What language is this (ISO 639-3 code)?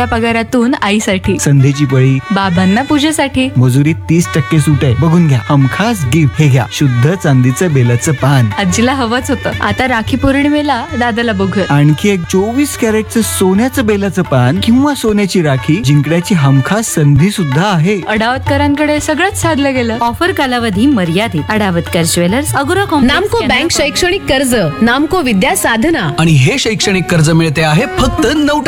mar